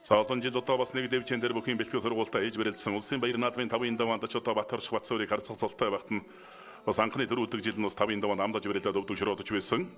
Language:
Mongolian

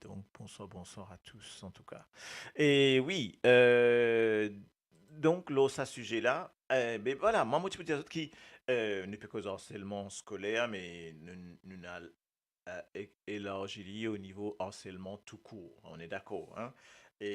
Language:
Morisyen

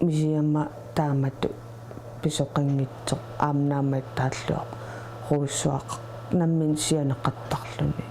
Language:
Kalaallisut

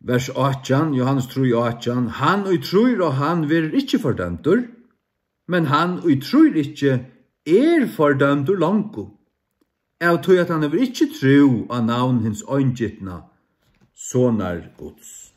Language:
Faroese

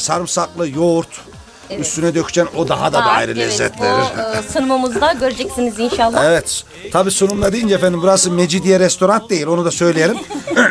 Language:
Turkish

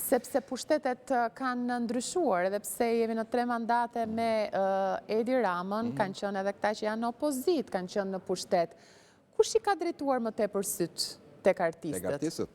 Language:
Albanian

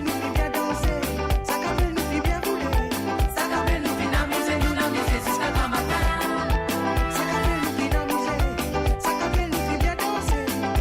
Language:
Morisyen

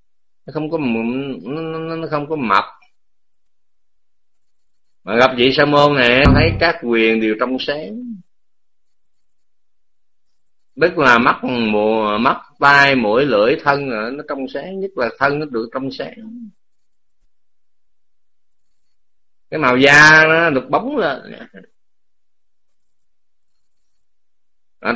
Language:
Vietnamese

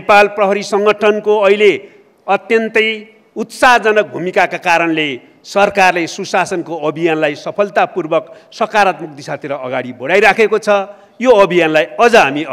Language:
Nepali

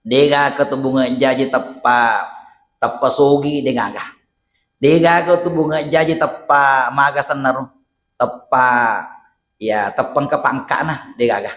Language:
Buginese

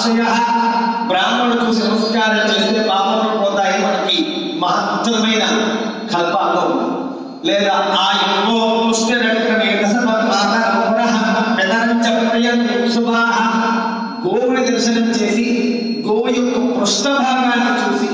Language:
Telugu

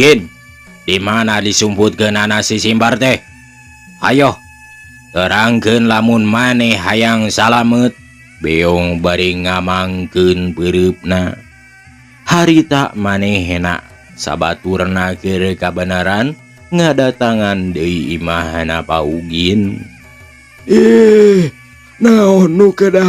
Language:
Sundanese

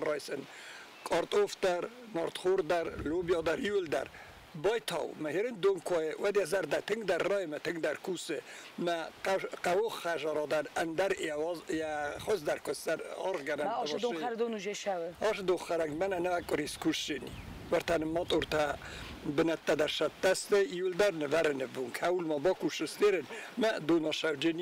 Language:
Ossetic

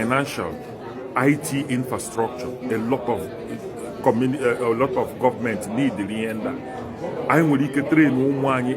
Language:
Igbo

